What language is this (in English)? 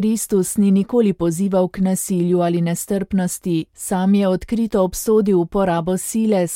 Slovenian